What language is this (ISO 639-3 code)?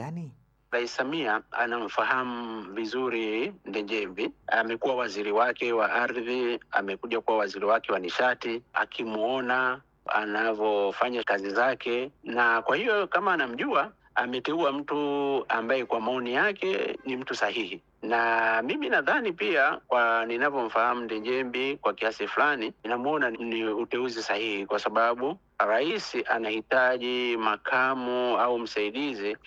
swa